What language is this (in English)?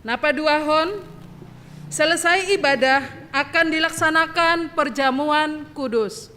Batak Simalungun